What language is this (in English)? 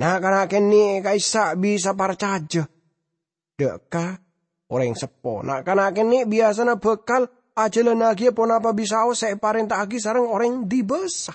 Madurese